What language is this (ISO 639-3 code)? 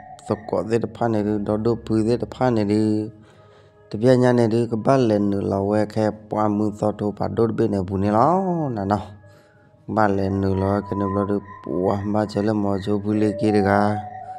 ksw